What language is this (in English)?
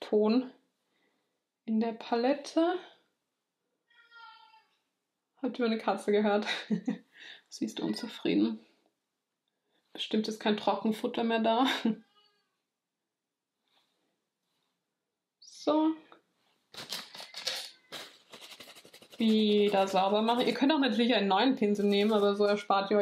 German